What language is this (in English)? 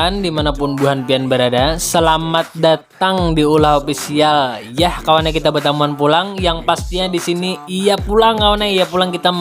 Banjar